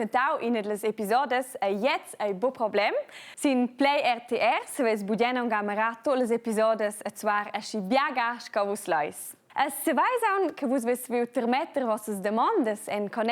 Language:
Romansh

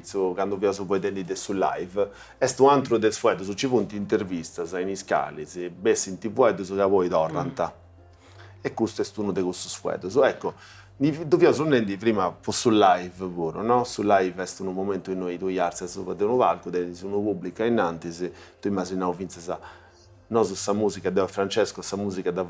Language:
Sardinian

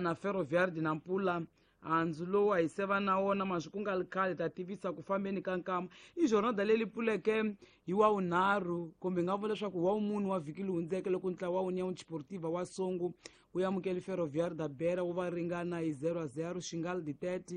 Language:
Tsonga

